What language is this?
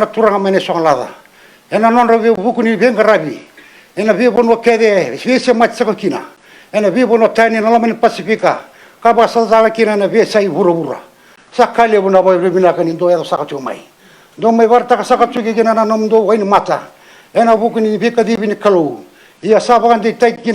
Fijian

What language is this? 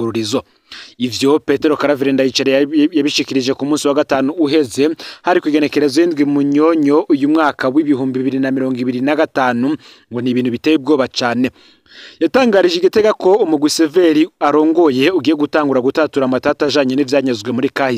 Rundi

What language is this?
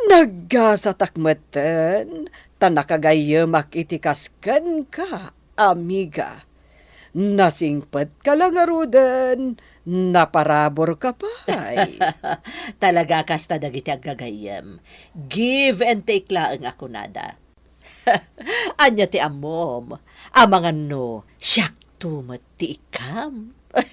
Iloko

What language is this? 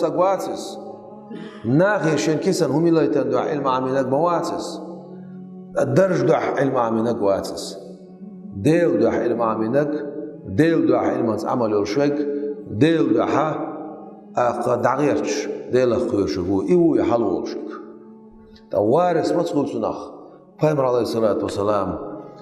Chechen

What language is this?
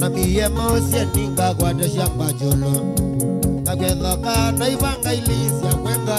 Kamba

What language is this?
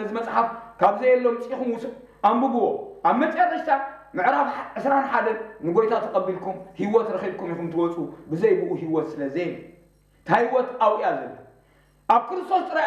Tigrinya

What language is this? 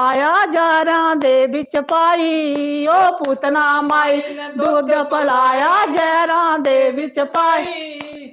Dogri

